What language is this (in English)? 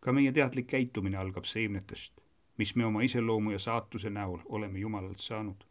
Estonian